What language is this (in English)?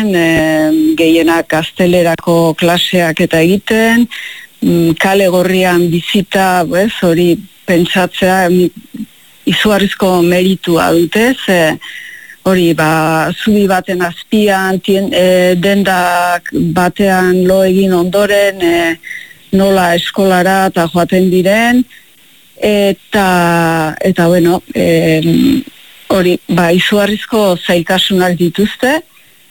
Basque